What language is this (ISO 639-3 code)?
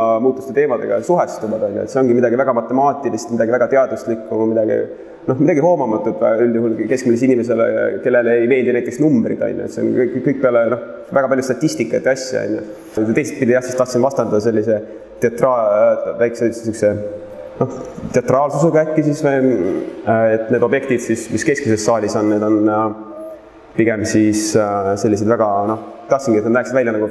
est